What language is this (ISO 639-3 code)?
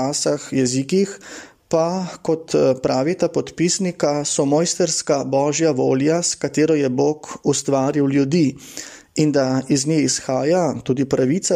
slv